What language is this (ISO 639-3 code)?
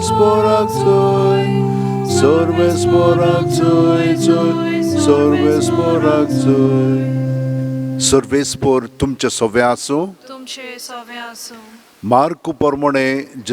kok